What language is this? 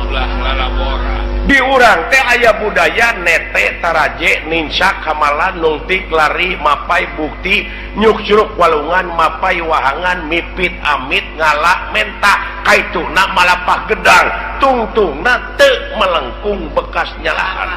Sundanese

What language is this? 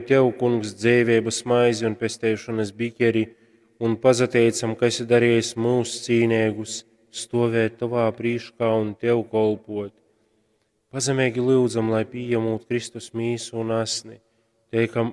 Latgalian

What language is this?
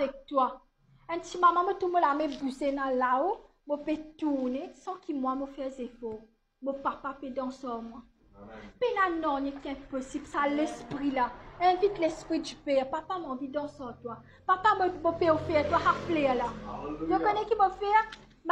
Morisyen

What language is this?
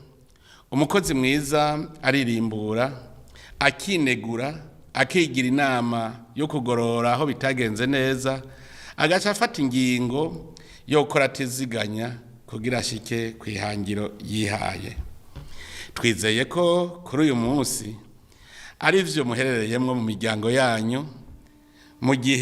Rundi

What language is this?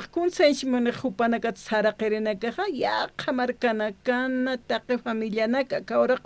Aymara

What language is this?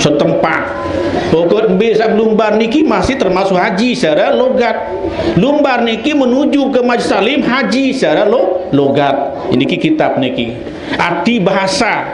Sasak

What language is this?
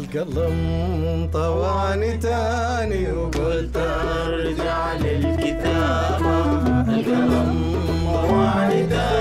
Arabic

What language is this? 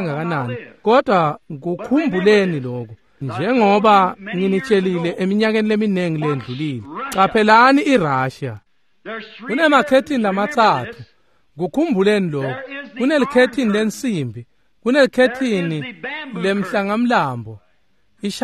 Swati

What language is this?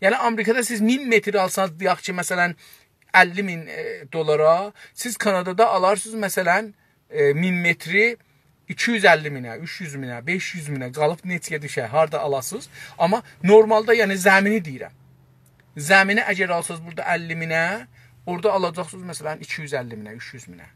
South Azerbaijani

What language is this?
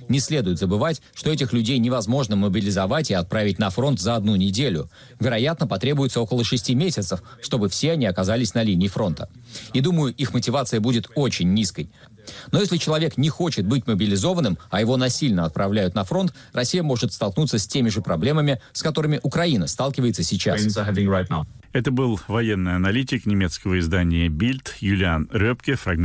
Russian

